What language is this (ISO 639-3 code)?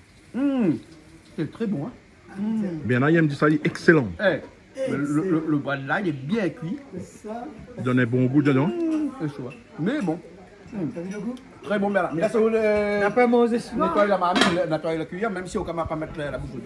rcf